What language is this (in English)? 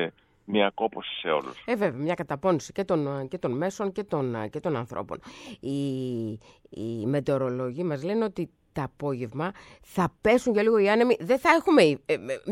Greek